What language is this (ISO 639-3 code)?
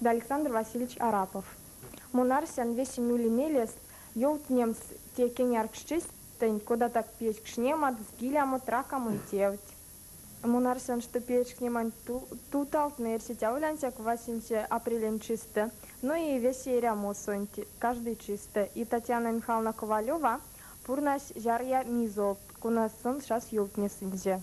myv